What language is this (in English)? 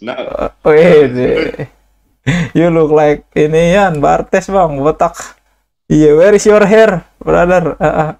Betawi